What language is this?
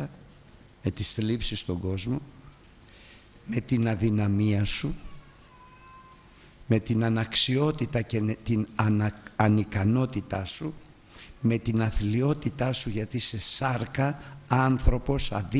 Greek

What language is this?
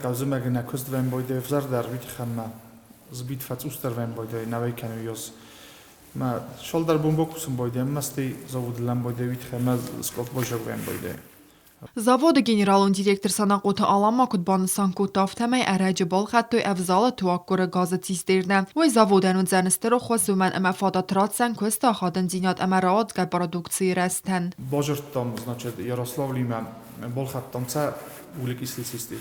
Ossetic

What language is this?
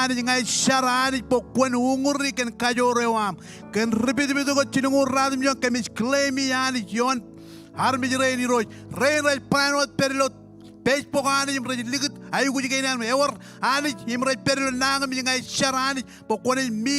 Marshallese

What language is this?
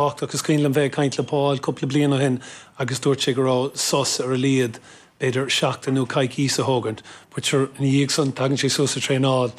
Irish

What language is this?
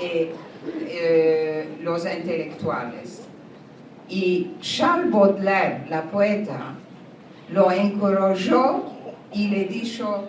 Ladino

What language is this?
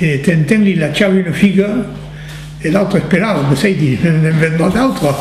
Occitan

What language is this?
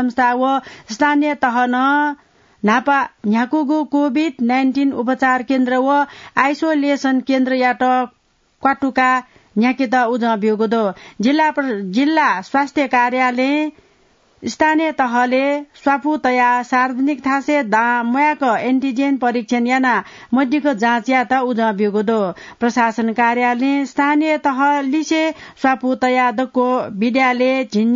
Newari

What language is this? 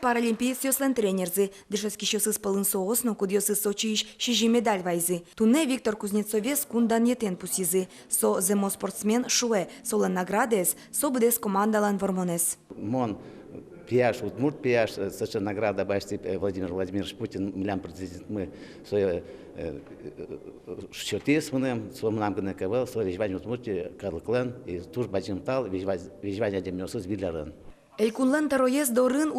Udmurt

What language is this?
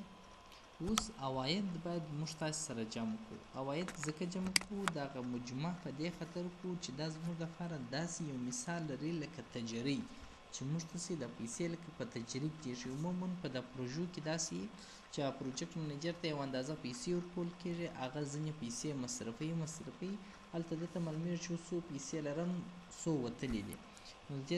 Pashto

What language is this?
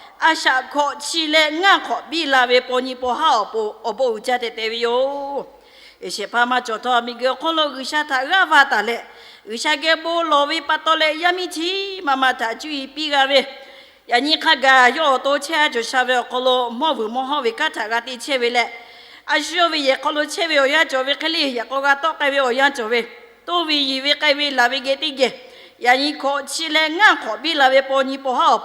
Lahu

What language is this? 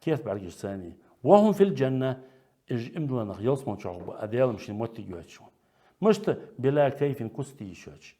Ingush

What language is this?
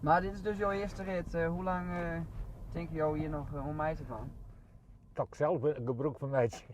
Western Frisian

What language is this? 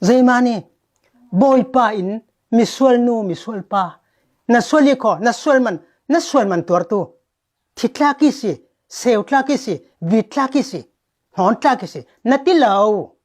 Falam Chin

